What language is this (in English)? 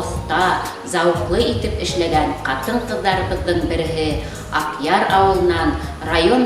Bashkir